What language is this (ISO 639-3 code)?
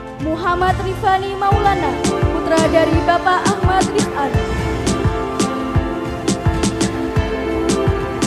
ind